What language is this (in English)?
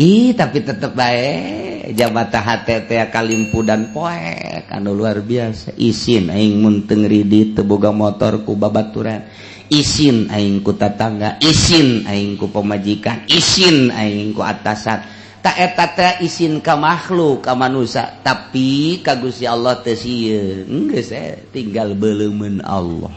Sundanese